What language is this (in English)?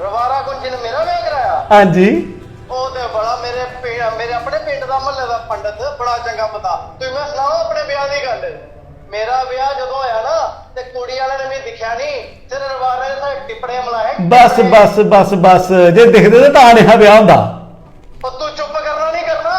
Dogri